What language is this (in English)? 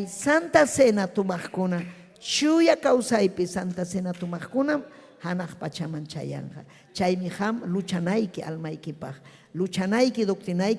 Ayacucho Quechua